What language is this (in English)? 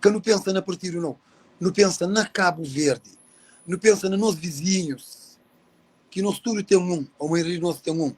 Kabuverdianu